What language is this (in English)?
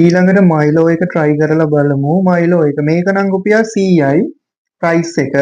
Sinhala